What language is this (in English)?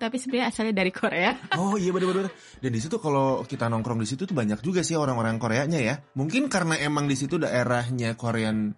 Indonesian